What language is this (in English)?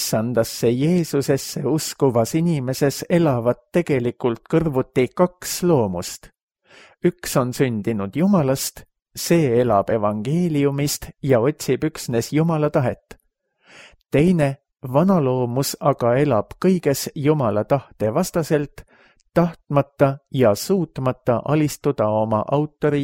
Estonian